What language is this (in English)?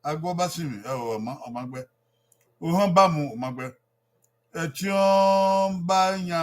Bini